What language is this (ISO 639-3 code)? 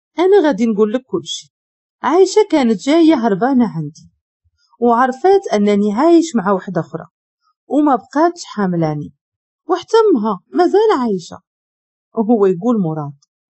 ary